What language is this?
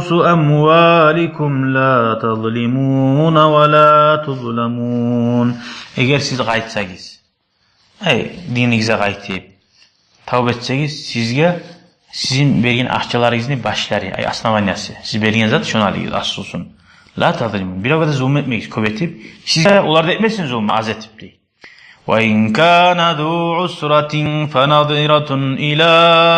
Kumyk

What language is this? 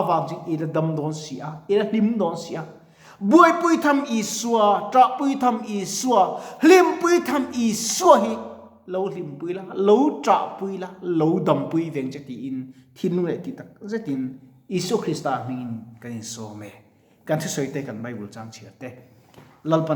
Mizo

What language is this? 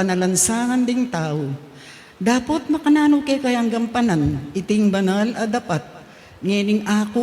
Pampanga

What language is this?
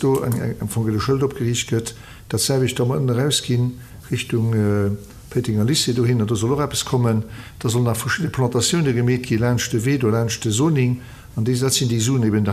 Luxembourgish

